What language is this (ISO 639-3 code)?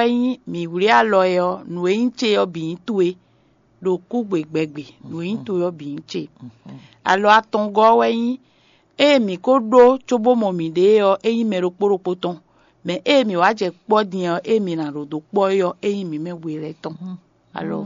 fon